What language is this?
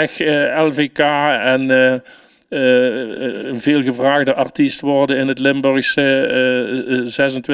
Limburgish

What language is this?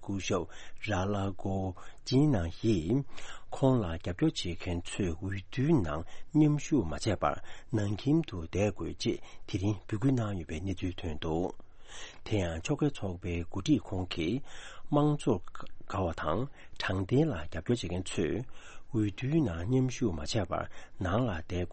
Tibetan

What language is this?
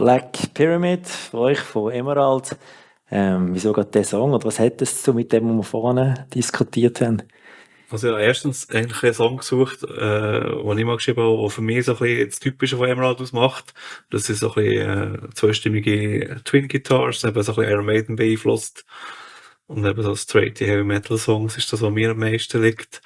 Swiss German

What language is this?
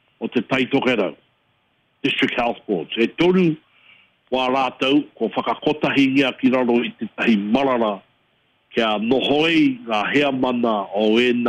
Māori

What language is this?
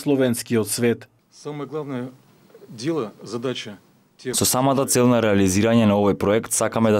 Macedonian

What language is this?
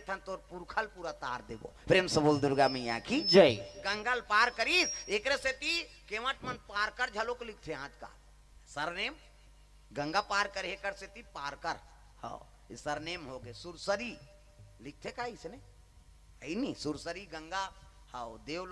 Chhattisgarhi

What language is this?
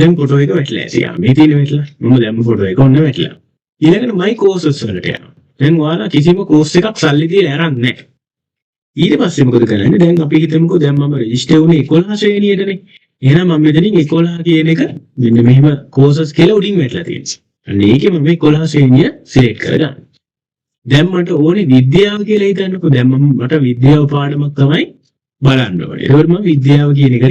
Sinhala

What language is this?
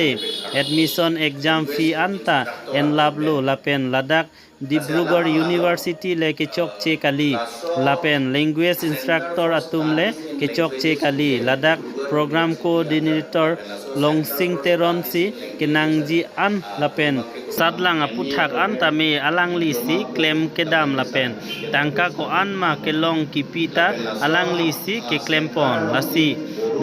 Karbi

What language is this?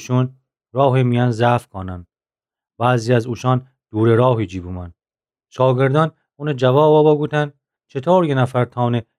Gilaki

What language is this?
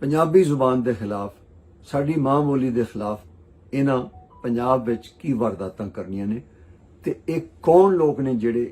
Western Panjabi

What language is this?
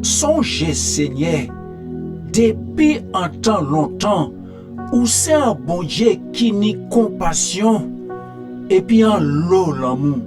Guadeloupean Creole French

